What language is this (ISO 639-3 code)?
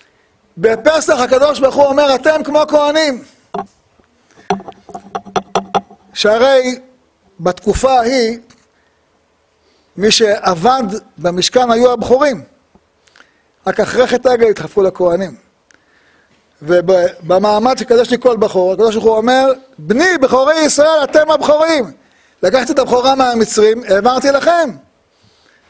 heb